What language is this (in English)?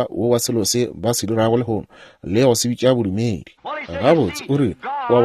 Northern Sotho